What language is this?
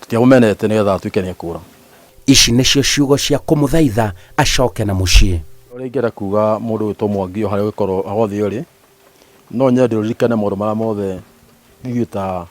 Kikuyu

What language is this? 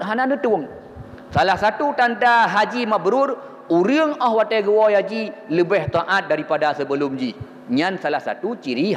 Achinese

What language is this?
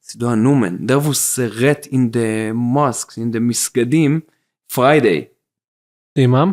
Yiddish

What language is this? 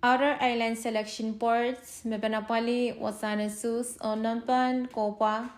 Pohnpeian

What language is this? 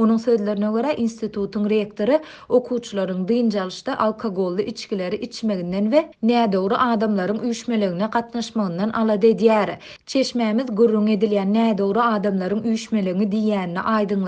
Turkmen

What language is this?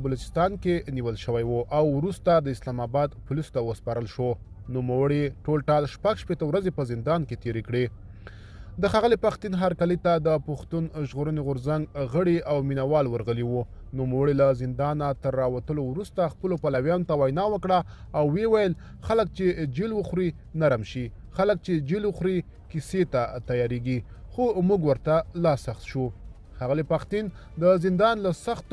Pashto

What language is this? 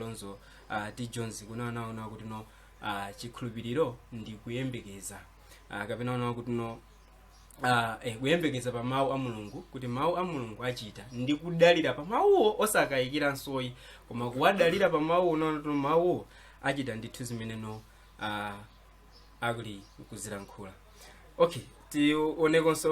Nyanja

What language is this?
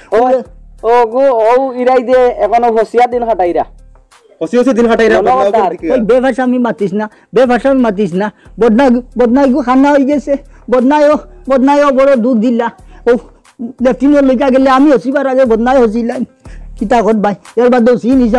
Sylheti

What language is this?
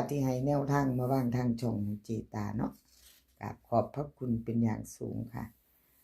Lao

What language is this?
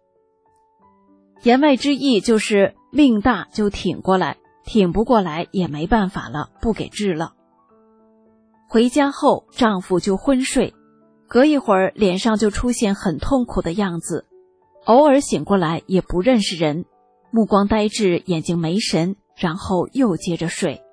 Chinese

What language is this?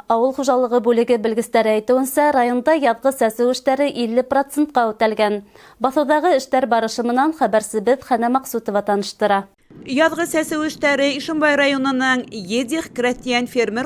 Bashkir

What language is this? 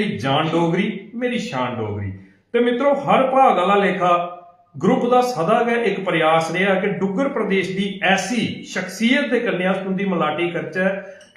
Dogri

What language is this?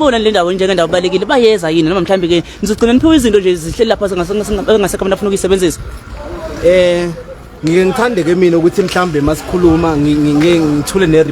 Zulu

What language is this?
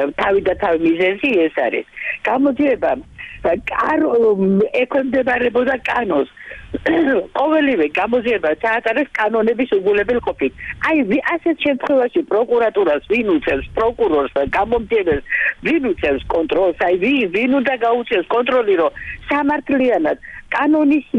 Georgian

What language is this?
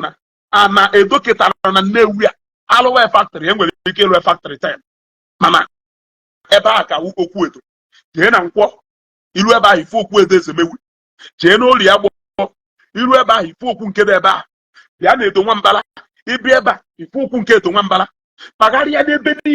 Igbo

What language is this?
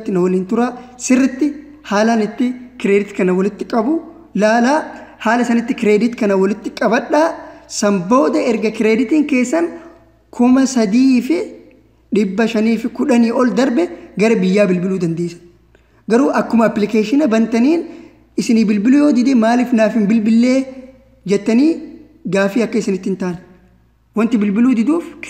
Oromo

